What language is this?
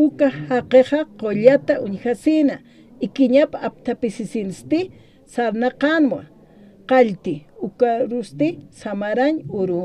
Aymara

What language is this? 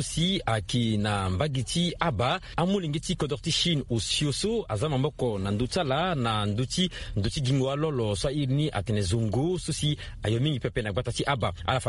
Sango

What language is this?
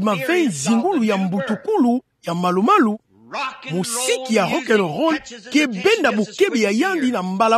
Kituba (Democratic Republic of Congo)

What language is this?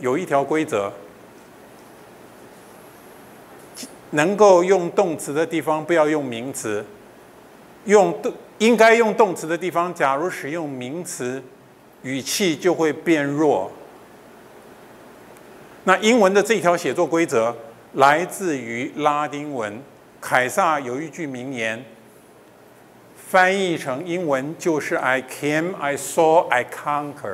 Chinese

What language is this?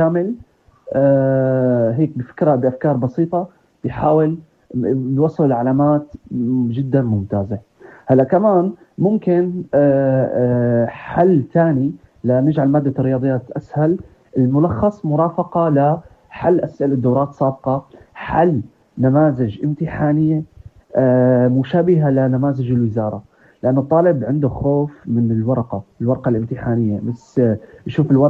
North Levantine Arabic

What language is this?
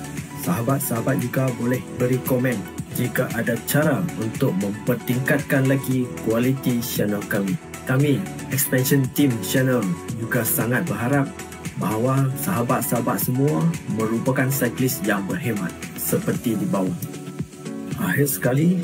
Malay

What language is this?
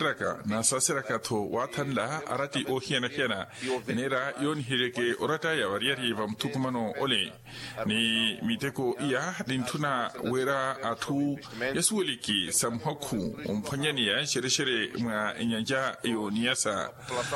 Makhuwa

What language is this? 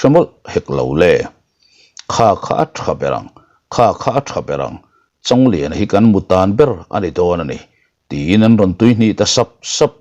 Mizo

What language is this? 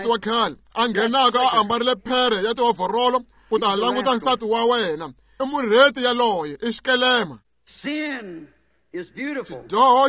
Tsonga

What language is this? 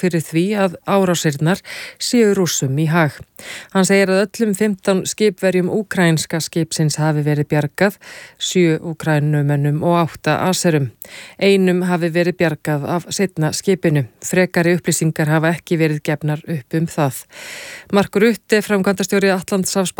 Icelandic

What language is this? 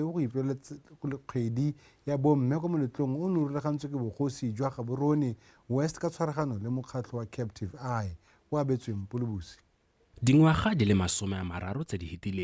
Tswana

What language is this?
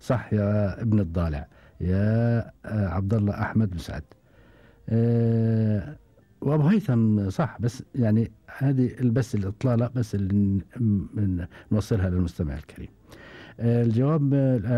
Gulf Arabic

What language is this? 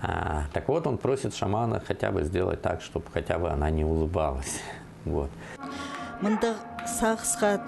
Khakas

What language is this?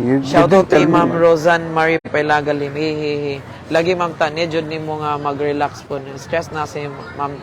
Cebuano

